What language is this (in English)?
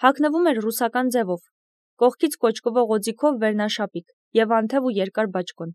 Armenian